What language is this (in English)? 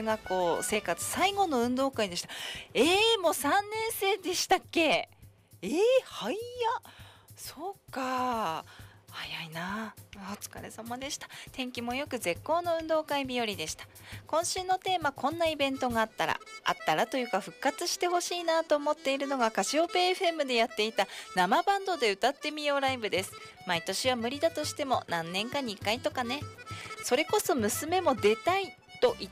Japanese